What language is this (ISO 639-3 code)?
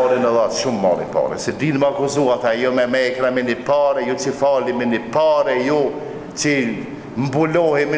sqi